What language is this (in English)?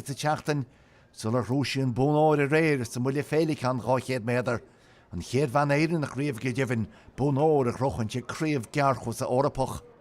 Irish